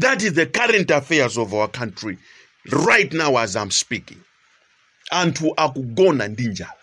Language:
Nyanja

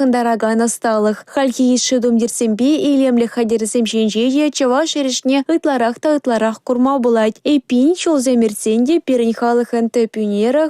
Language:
Chuvash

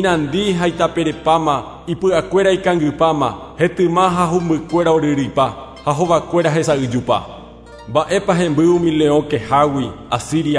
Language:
Guarani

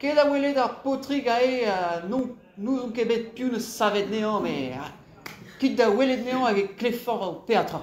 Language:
Breton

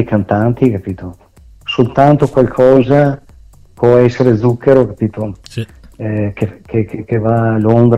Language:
Italian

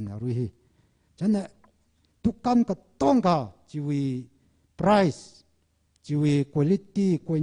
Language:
Tangkhul Naga (India)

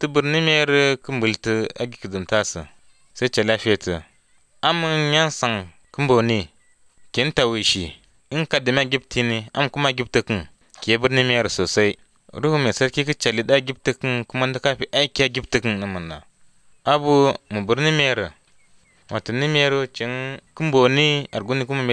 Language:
Hausa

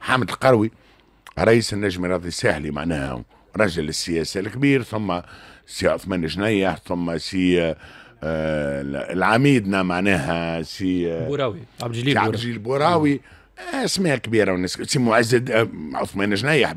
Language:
Tunisian Arabic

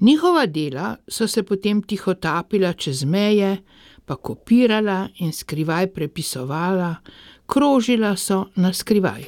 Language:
Slovenian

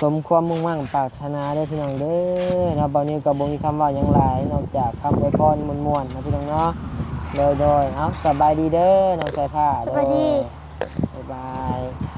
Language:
Lao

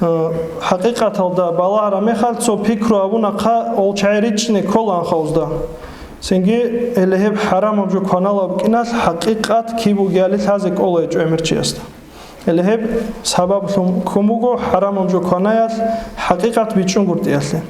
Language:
Avaric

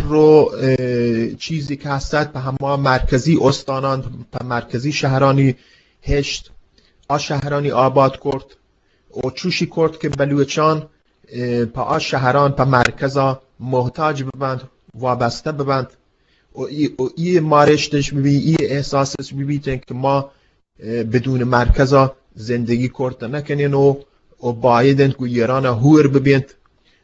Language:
Eastern Balochi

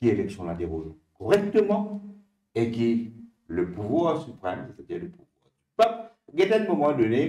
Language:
Morisyen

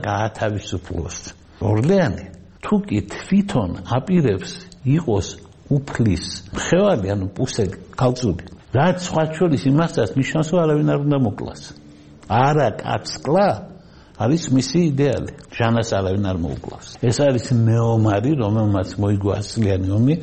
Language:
Georgian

